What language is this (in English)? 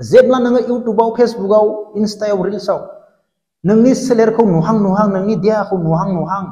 Bodo